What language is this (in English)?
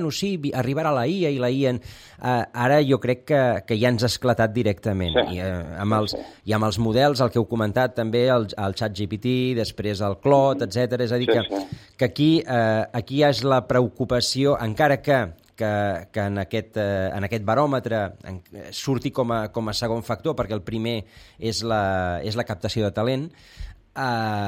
Catalan